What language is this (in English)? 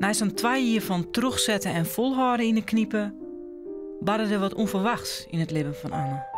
Western Frisian